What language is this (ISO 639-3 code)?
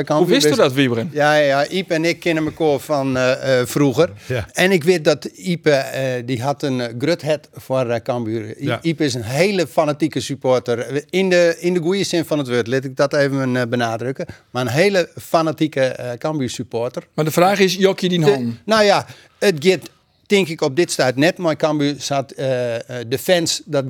fry